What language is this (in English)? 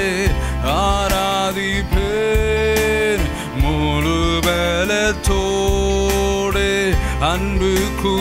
Tamil